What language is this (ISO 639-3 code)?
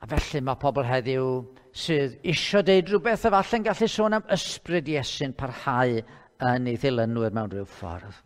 cym